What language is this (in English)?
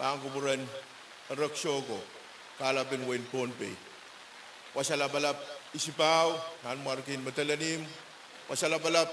Pohnpeian